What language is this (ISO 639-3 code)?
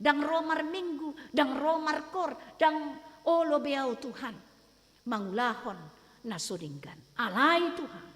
bbc